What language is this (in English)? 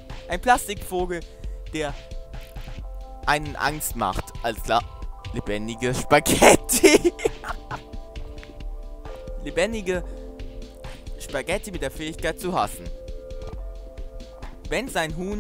German